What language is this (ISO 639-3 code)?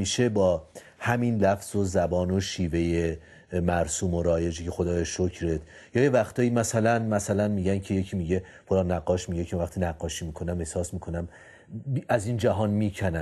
fas